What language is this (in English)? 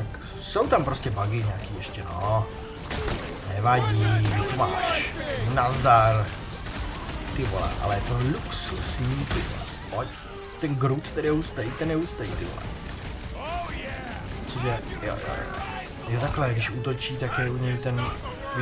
Czech